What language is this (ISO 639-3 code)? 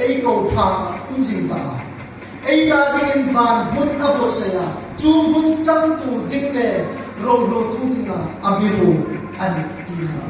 hmr